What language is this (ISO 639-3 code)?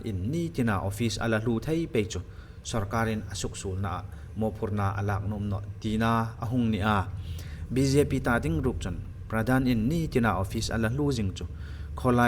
hmr